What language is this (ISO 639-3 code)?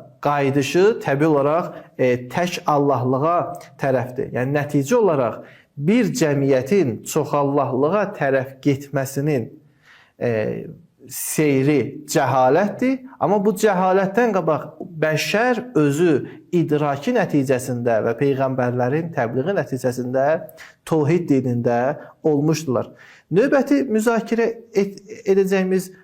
aze